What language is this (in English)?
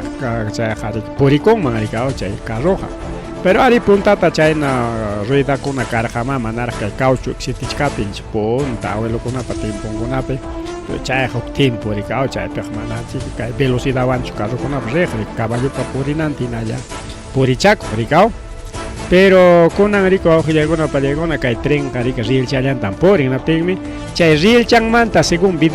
Ayacucho Quechua